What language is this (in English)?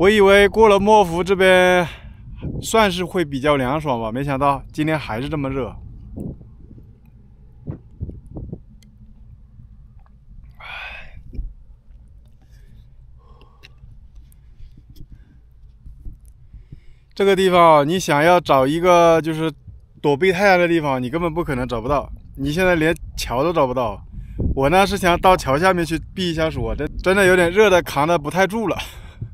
Chinese